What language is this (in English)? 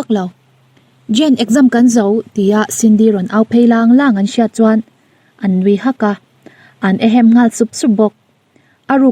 Mizo